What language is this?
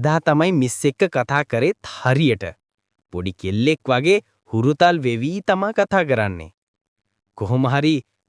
Sinhala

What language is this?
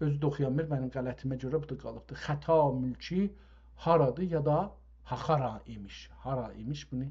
South Azerbaijani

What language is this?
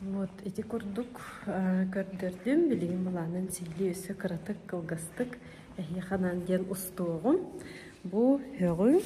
Yakut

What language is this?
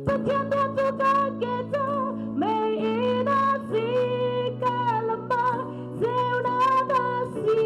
Hakha Chin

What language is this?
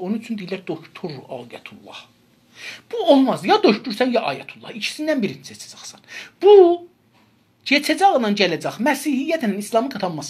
South Azerbaijani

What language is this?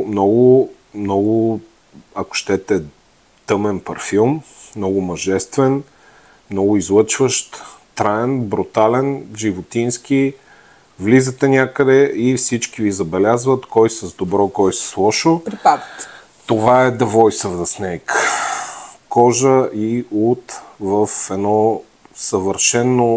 Bulgarian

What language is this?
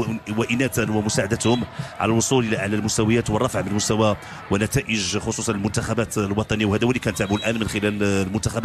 Moroccan Arabic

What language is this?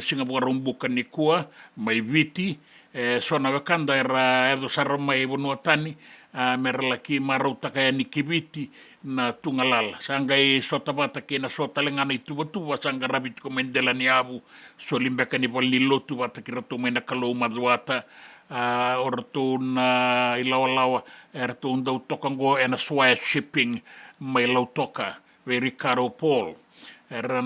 Fijian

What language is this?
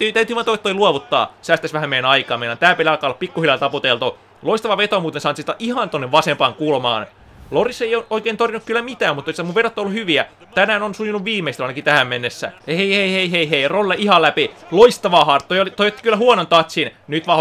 Finnish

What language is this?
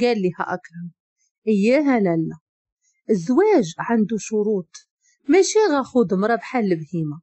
Moroccan Arabic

